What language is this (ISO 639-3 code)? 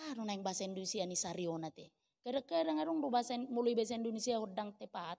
bbc